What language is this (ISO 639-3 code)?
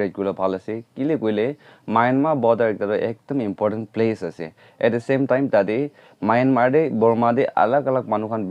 nag